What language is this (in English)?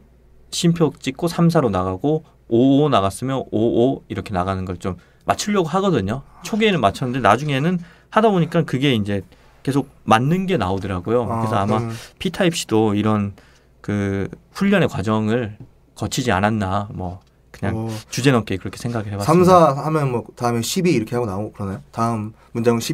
Korean